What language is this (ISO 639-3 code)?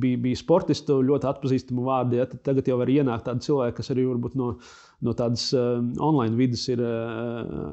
lav